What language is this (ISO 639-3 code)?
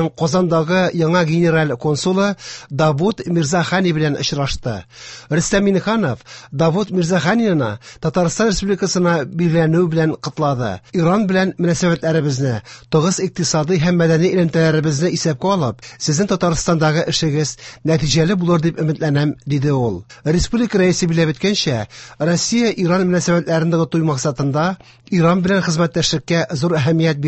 tat